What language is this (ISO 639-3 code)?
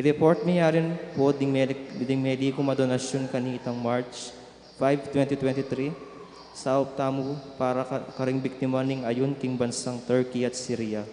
pam